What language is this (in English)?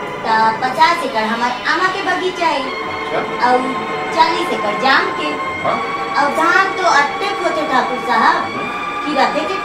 Chhattisgarhi